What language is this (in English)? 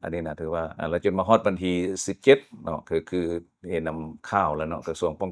Lao